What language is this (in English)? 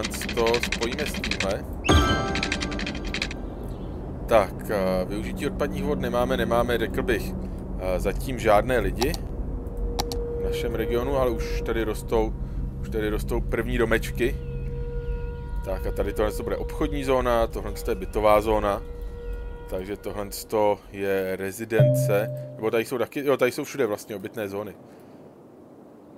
Czech